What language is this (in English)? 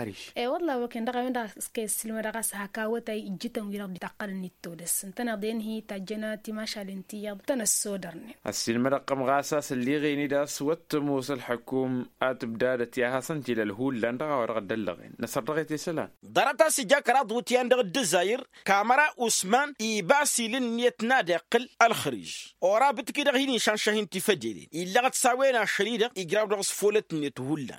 Tamasheq